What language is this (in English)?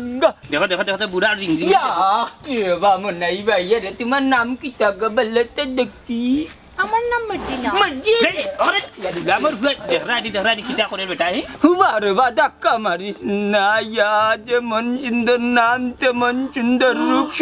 Sylheti